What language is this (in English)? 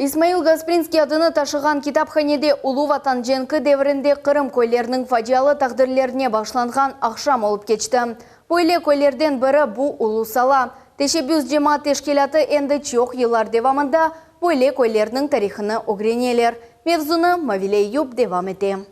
Crimean Tatar